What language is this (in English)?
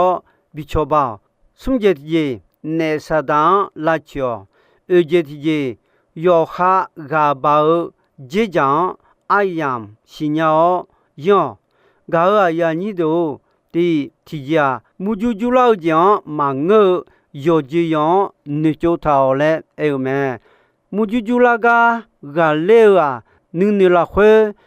Akha